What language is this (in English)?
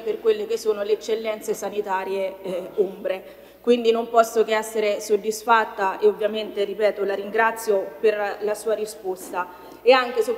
Italian